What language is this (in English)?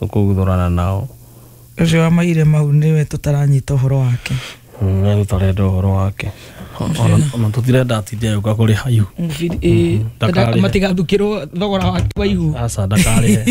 Kikuyu